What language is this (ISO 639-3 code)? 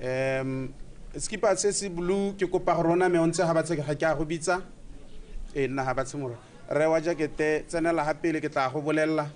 tsn